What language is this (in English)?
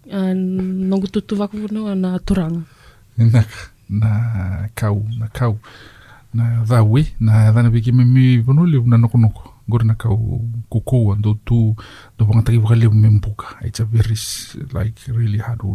Fijian